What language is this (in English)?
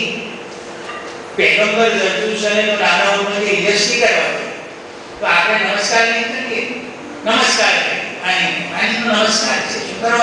Gujarati